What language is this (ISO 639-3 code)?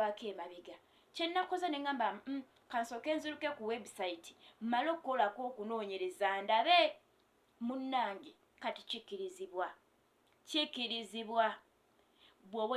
lug